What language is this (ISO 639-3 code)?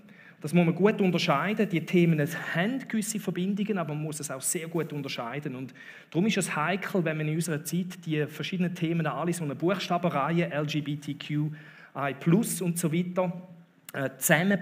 gsw